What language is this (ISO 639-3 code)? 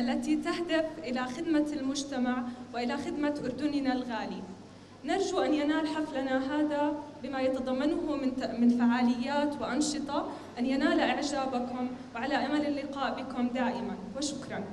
apc